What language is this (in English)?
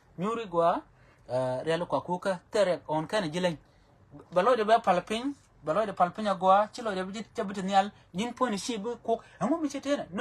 Nuer